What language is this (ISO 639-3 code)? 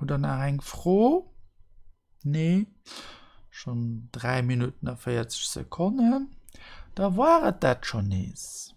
ltz